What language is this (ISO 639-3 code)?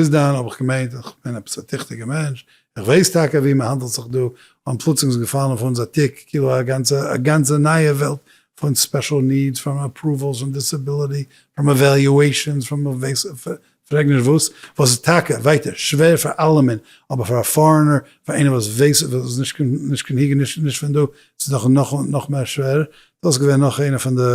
yid